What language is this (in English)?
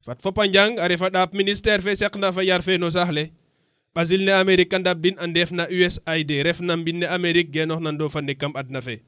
Serer